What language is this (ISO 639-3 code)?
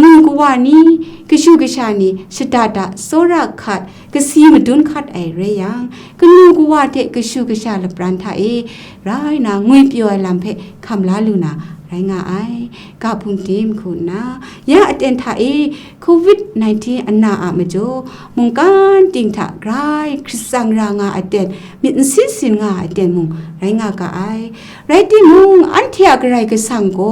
kac